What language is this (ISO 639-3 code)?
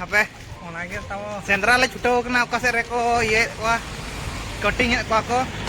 sat